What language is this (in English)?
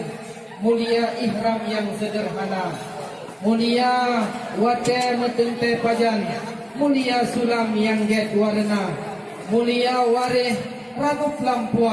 Achinese